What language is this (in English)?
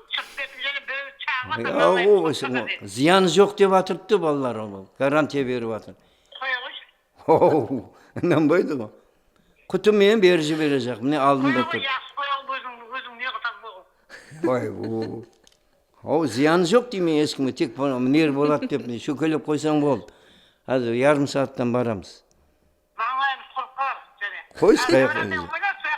Kara-Kalpak